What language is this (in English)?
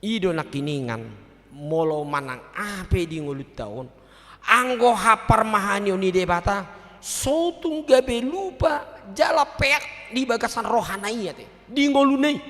Batak Toba